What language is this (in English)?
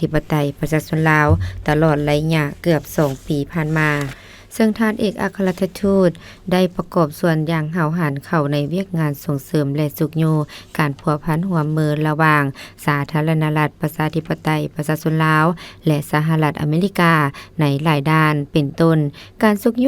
Lao